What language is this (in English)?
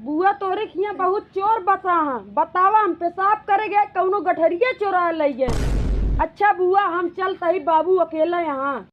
Awadhi